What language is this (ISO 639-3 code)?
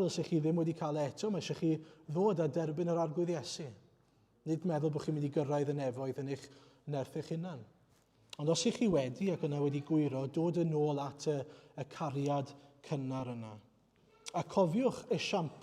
cym